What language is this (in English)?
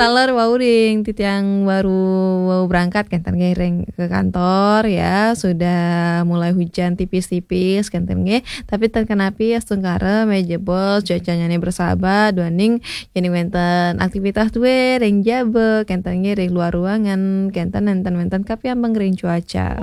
Balinese